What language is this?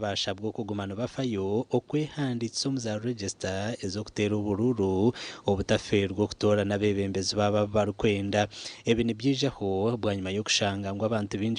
Nyankole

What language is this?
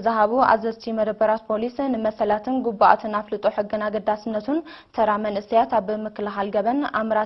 Tigrinya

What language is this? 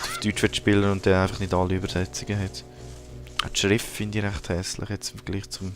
Swiss German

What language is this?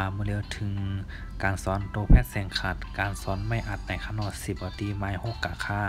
Shan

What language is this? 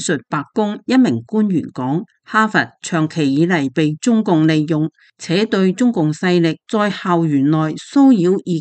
Cantonese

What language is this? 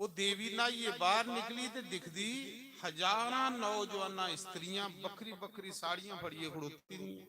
Dogri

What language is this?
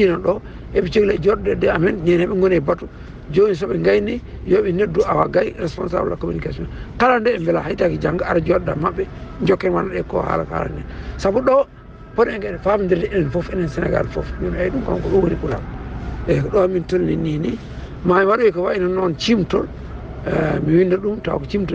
Fula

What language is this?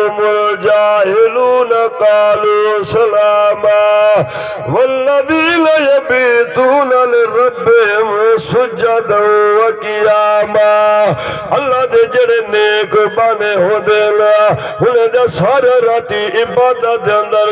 Saraiki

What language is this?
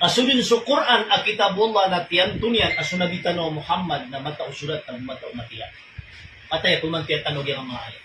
Maranao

